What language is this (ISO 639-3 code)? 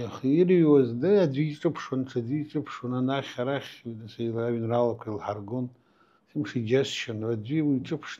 abk